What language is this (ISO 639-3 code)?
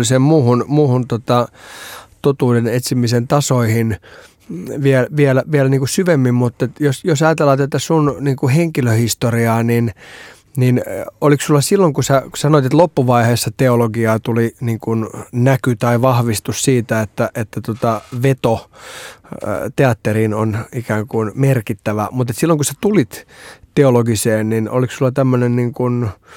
fin